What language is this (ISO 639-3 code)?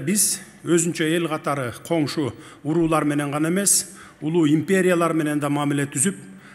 kir